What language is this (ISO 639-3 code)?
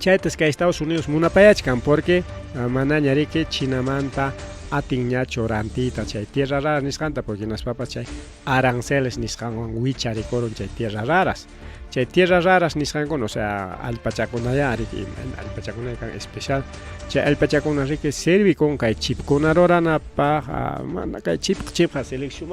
quy